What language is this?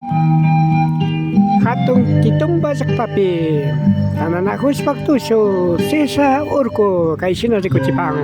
Imbabura Highland Quichua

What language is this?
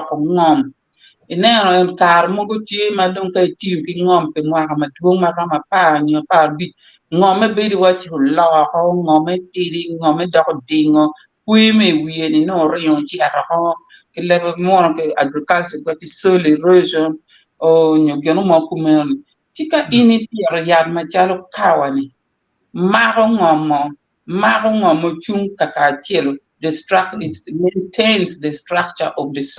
Acoli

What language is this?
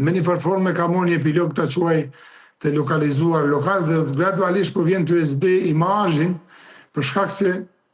Albanian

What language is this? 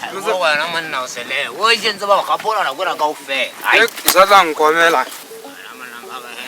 Southern Sotho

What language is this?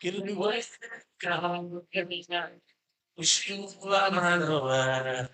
Northern Sotho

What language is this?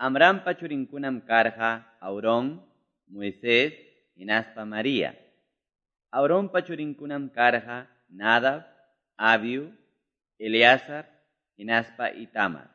Quechua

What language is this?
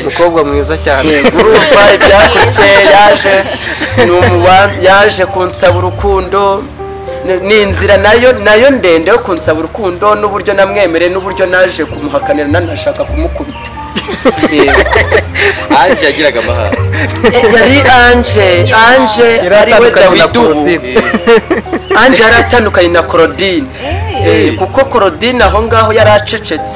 Kinyarwanda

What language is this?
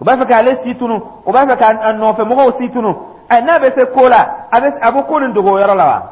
Dyula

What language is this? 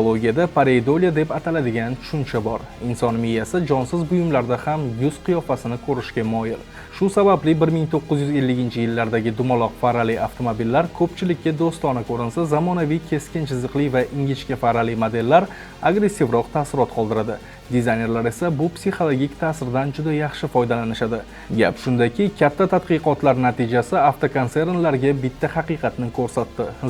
Uzbek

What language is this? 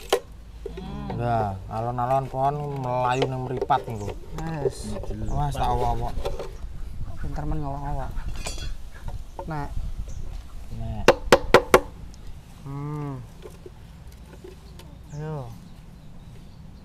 Javanese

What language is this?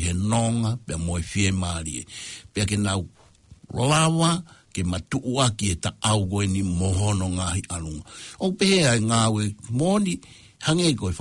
Tongan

